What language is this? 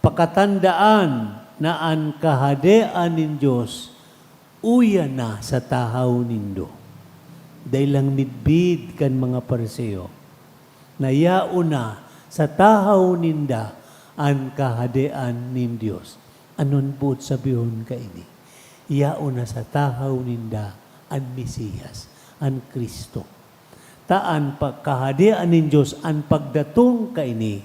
Bikol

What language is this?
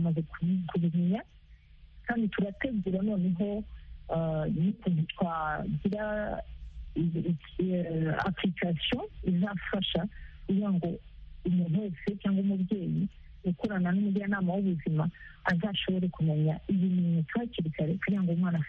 Kinyarwanda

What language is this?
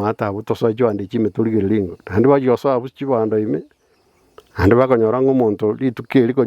Gusii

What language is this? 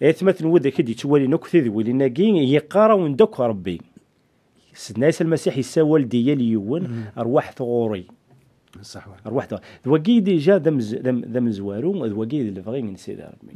Kabyle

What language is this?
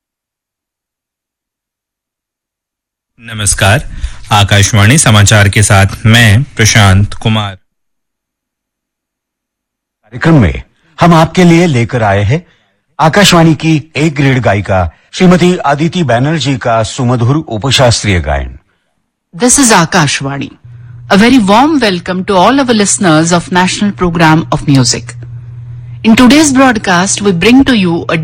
Hindi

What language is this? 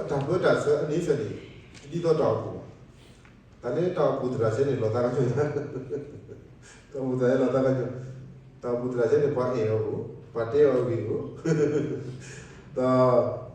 S'gaw Karen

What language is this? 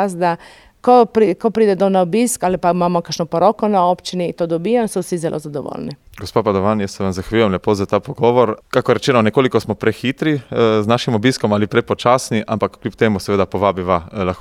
Slovenian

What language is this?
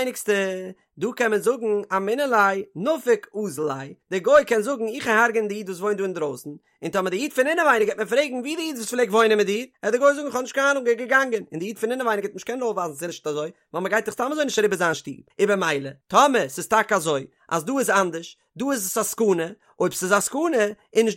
Yiddish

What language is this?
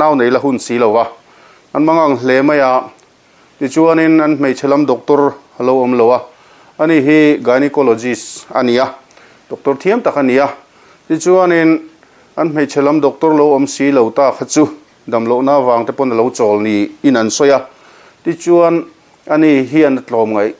Mizo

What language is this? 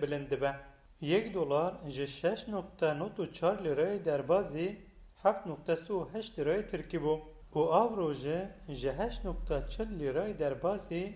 Kurdish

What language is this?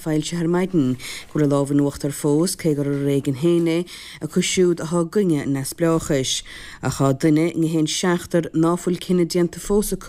Irish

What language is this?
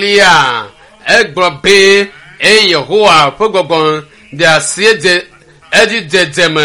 Ewe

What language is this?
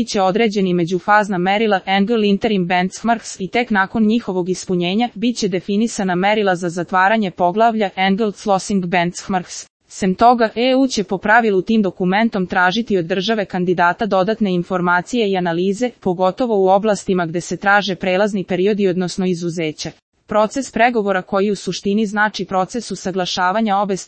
Serbian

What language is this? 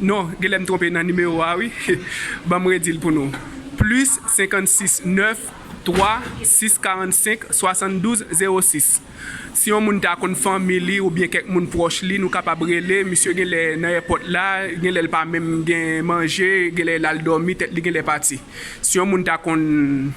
Haitian Creole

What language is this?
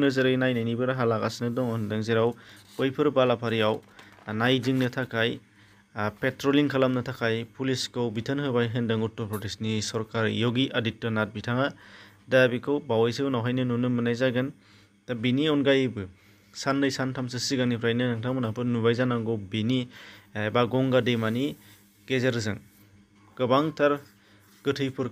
Bodo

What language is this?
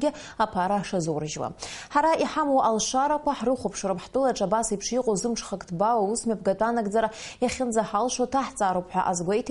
Abkhazian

